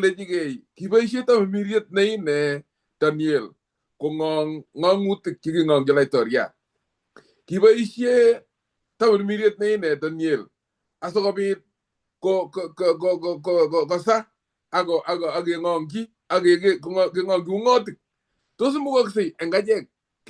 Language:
Kalenjin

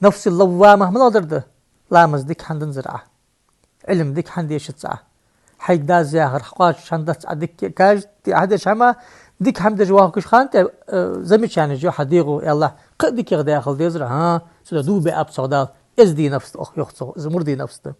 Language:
Ingush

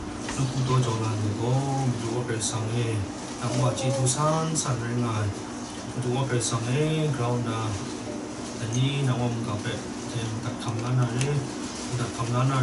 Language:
Kachin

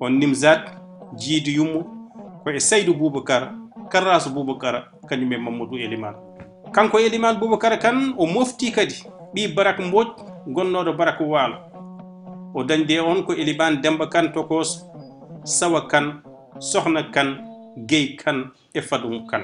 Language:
Fula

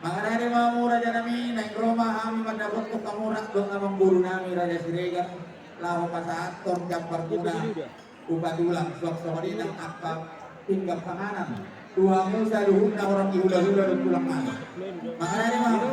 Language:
Batak Toba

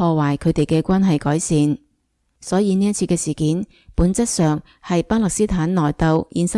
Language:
Cantonese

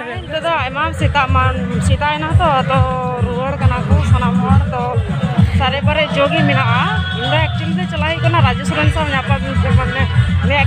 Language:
Santali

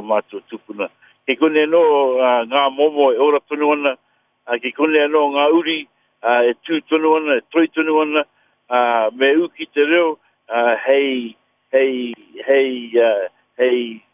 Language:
Māori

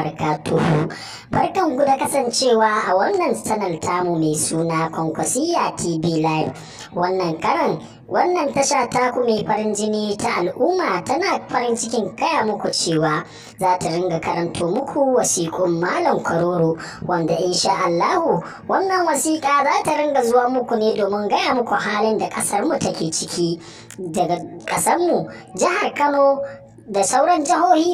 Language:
Hausa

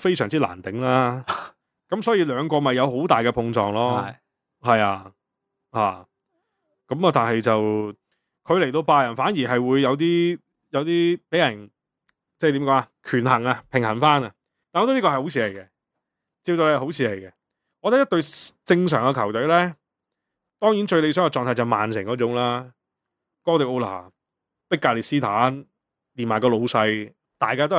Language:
Cantonese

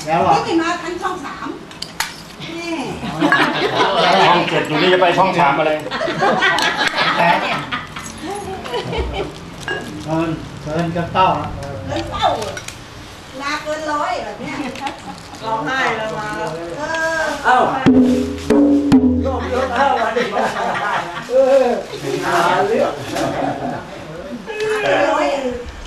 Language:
Thai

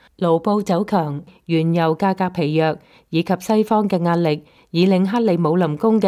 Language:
Cantonese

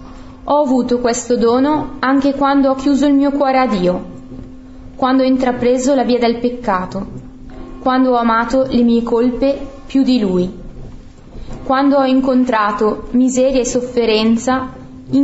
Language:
Italian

